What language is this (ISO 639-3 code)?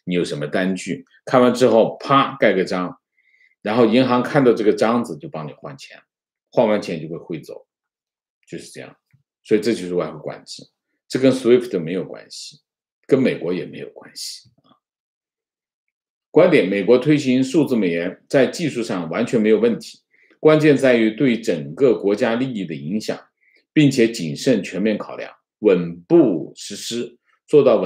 zho